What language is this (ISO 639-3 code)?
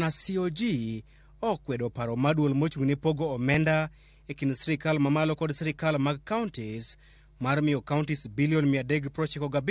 luo